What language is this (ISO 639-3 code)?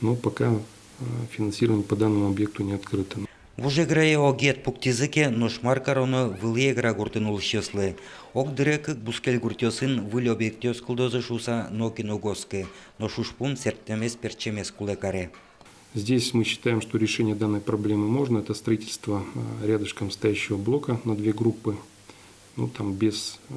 udm